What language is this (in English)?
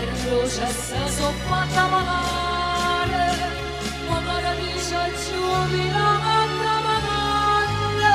Neapolitan